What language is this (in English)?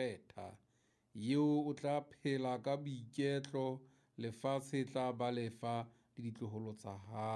Southern Sotho